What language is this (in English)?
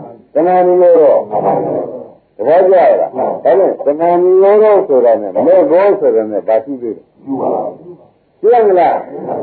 Burmese